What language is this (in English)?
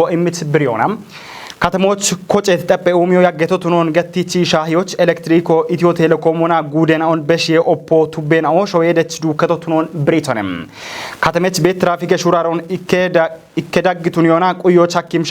Kafa